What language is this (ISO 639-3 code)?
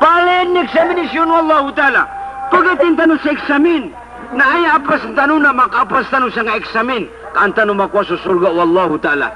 mrw